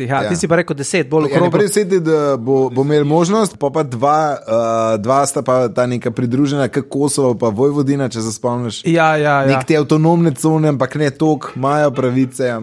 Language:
Slovenian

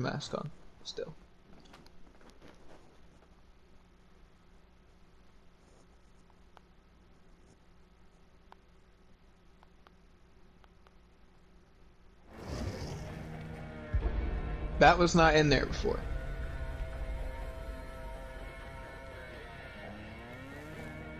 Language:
English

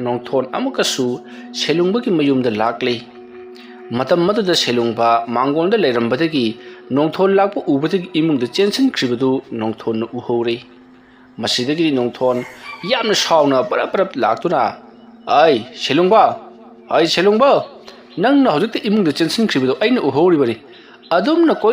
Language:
Manipuri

